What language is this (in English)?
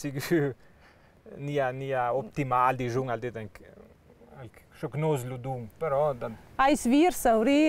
Ladin